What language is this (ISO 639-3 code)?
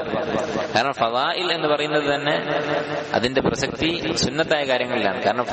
mal